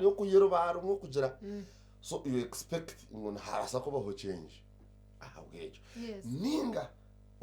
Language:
Nyankole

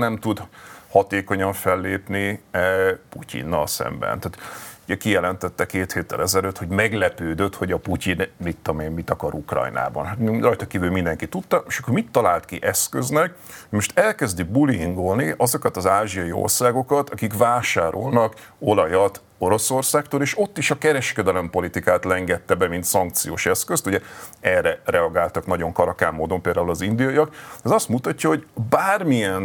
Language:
Hungarian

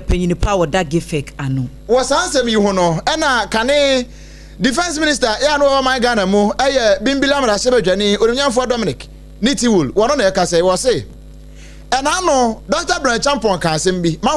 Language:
Akan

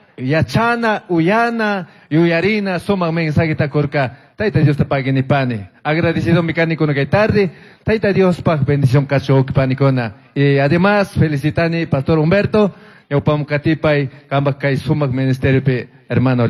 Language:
Chimborazo Highland Quichua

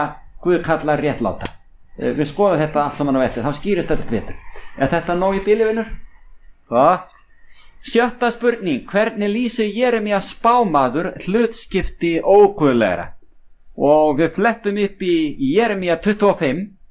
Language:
Icelandic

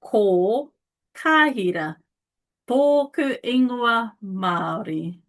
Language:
Māori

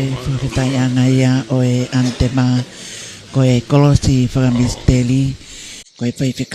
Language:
Tongan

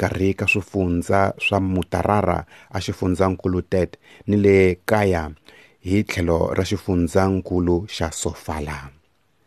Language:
Tsonga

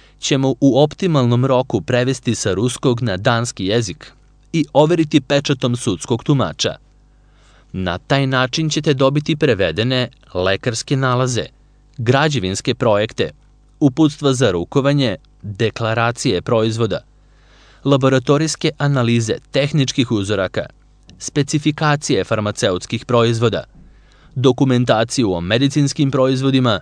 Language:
Serbian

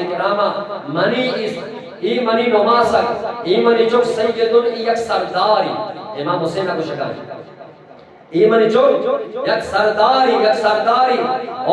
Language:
Eastern Balochi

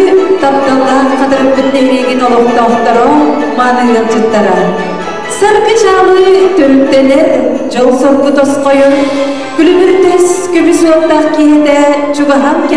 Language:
Yakut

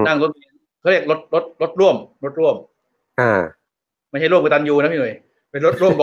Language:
Thai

